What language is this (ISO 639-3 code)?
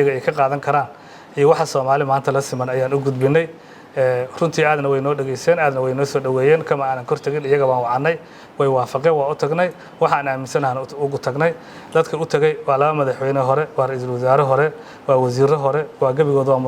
som